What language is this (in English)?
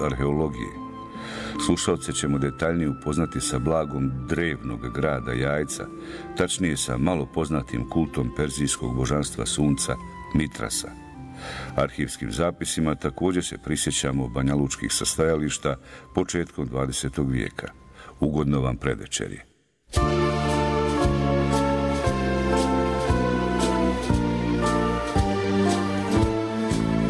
Bosnian